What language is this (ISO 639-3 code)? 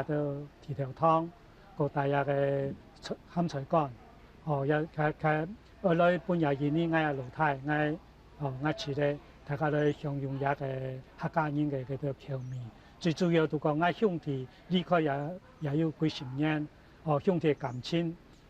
hak